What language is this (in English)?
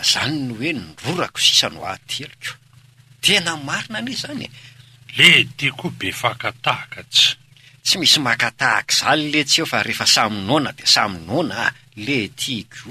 Malagasy